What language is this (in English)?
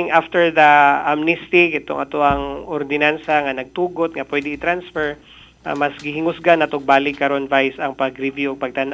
Cebuano